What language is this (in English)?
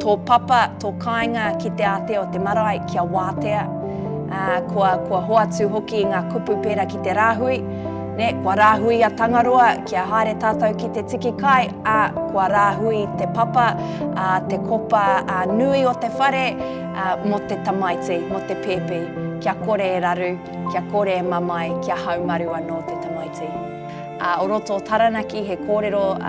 Māori